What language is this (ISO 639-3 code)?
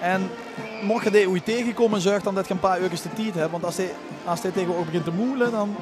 lim